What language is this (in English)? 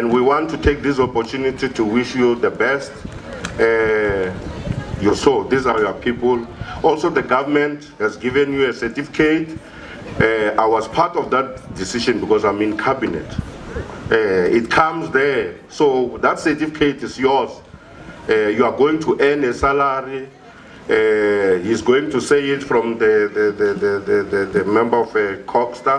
Venda